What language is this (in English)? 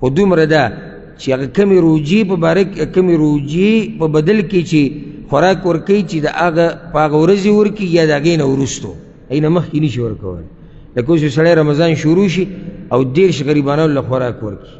Pashto